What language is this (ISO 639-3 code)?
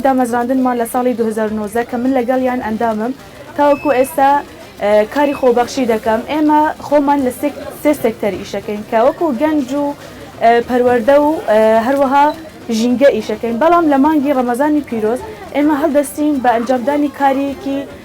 ckb